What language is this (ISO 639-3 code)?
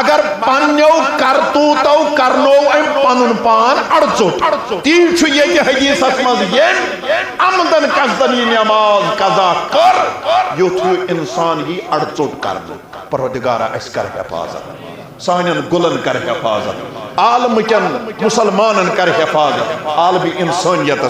kas